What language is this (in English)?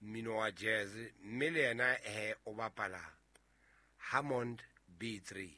Southern Sotho